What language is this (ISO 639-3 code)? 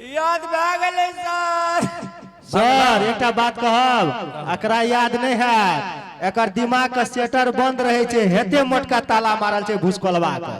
mai